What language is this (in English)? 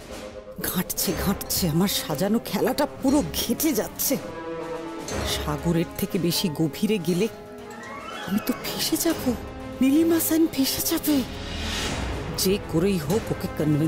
Bangla